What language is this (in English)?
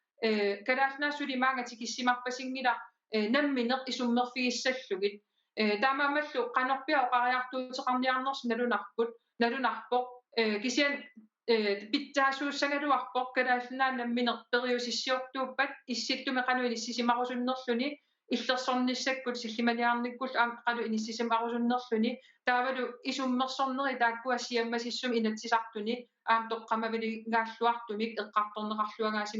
Kalaallisut